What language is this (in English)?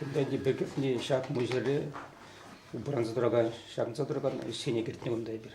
Chuvash